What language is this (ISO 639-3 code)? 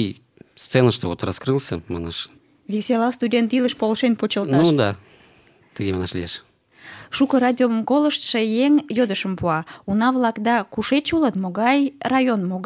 chm